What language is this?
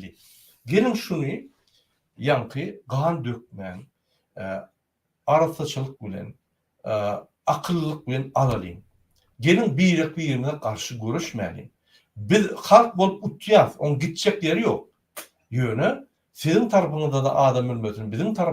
Turkmen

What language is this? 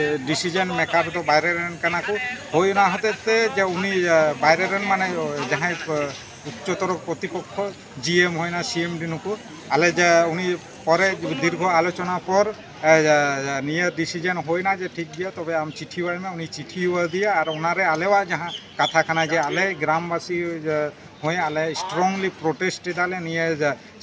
Santali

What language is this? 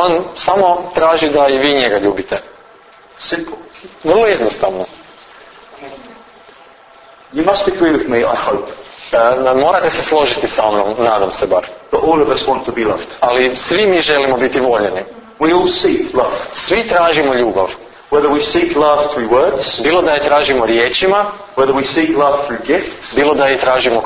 Croatian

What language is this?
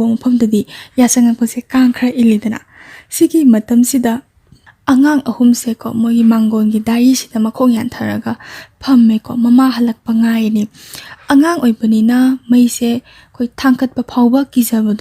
Manipuri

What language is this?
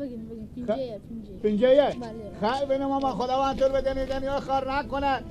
Persian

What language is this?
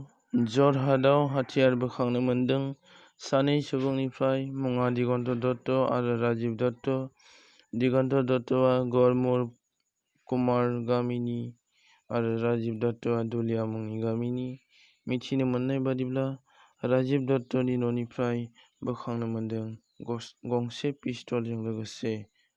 Bodo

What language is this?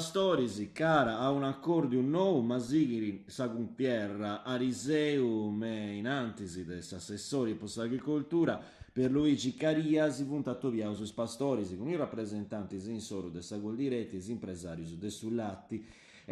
Sardinian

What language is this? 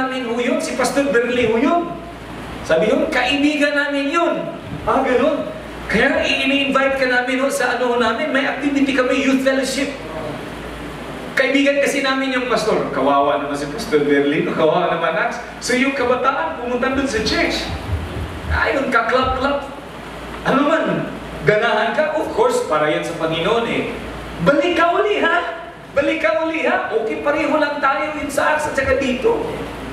Filipino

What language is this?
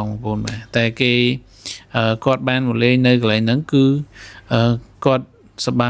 Khmer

